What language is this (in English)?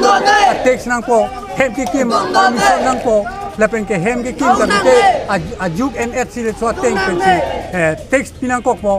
Karbi